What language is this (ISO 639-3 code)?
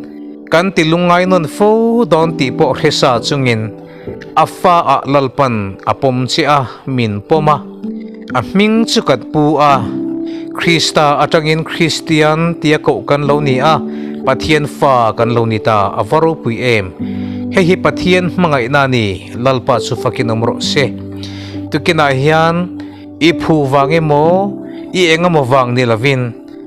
lus